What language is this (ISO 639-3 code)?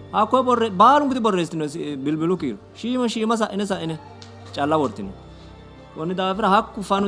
sid